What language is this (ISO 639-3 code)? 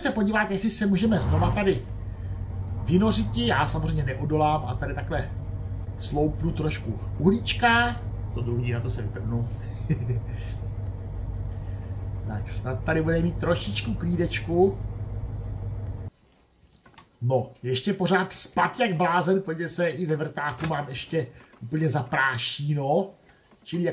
ces